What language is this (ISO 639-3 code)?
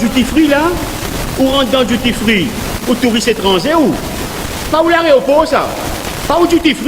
mfe